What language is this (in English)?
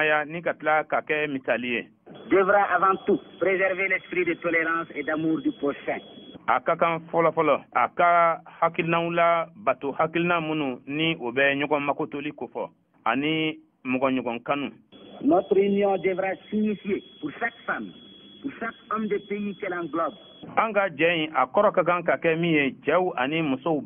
Bambara